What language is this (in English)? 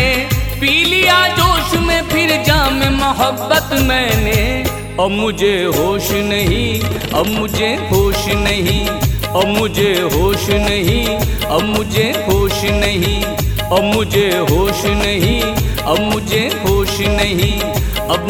Hindi